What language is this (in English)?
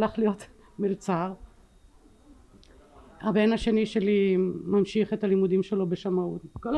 Hebrew